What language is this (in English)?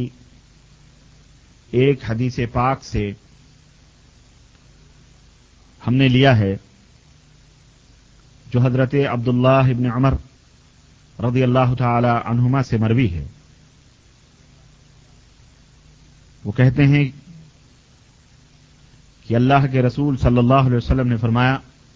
Urdu